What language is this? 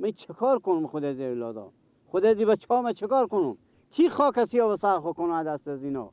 Persian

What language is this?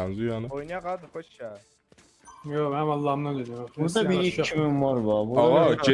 South Azerbaijani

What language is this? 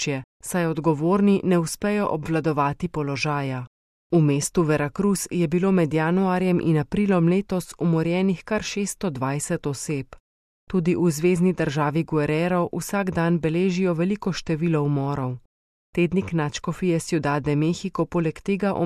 Slovenian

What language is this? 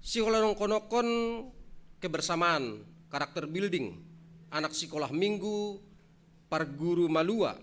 Batak Simalungun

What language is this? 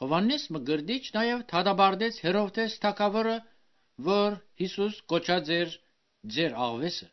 Armenian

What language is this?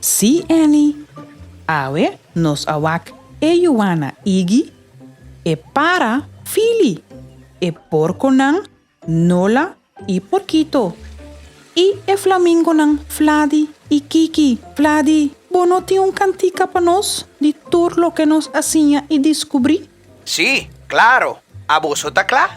Papiamento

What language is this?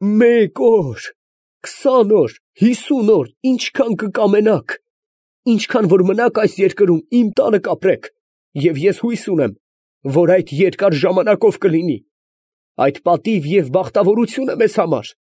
Armenian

